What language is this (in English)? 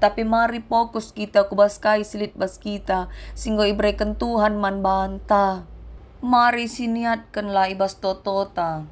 Batak Karo